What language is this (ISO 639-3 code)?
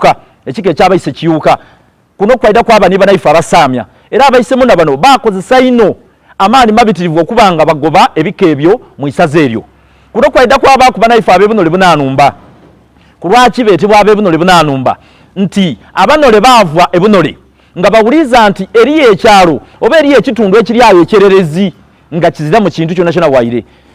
xog